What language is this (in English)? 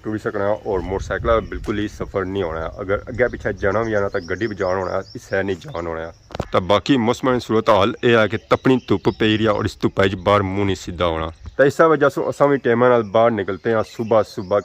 Pahari-Potwari